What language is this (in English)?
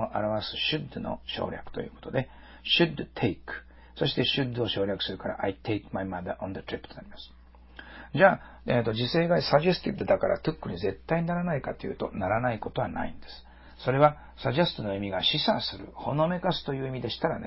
Japanese